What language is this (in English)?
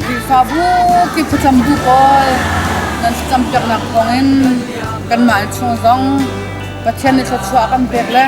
Hakha Chin